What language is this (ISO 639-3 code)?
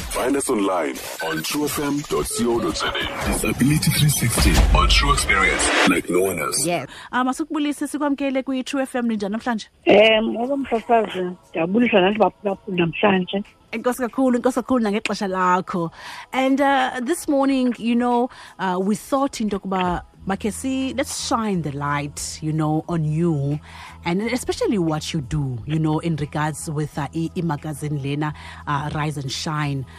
xho